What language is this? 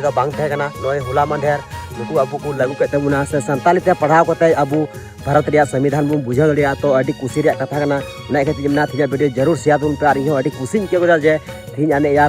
Santali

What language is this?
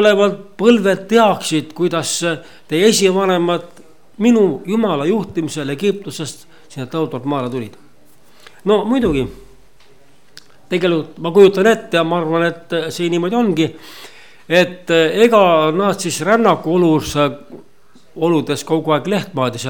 Estonian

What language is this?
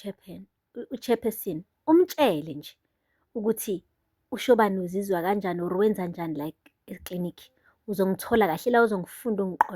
Zulu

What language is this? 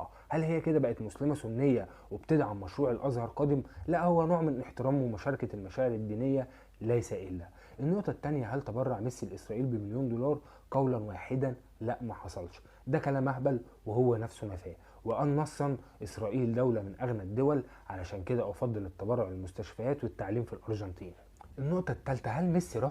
Egyptian Arabic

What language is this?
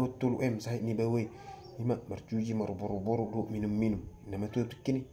Batak Toba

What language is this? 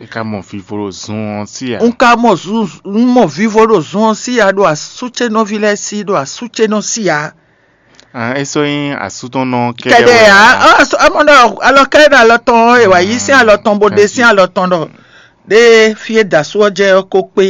Fon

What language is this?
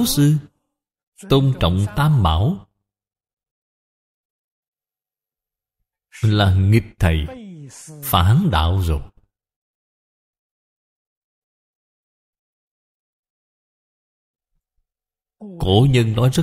Vietnamese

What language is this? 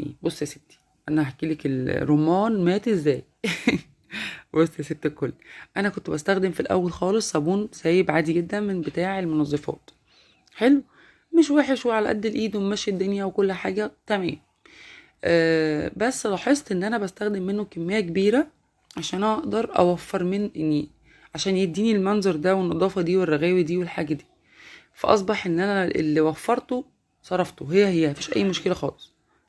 Egyptian Arabic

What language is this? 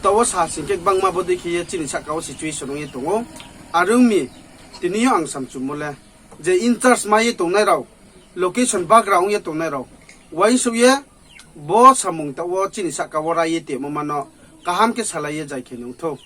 Riang (India)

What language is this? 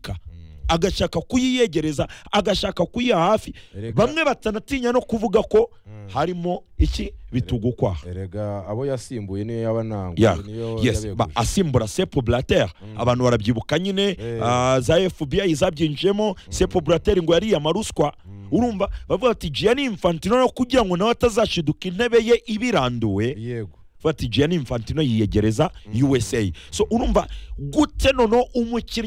Kinyarwanda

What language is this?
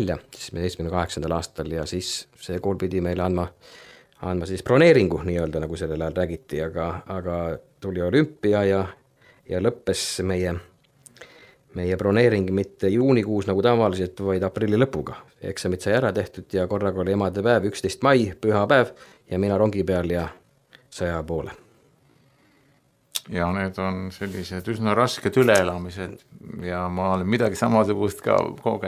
Estonian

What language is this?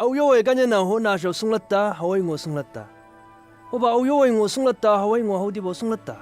Chang Naga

